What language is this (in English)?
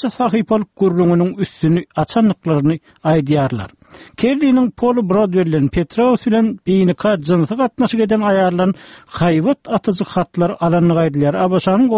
Turkmen